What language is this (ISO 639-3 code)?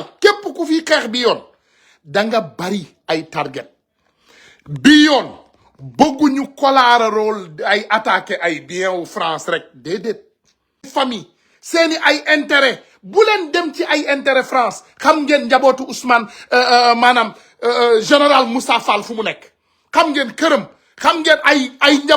wol